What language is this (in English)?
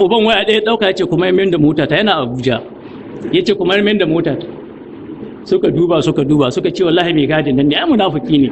Hausa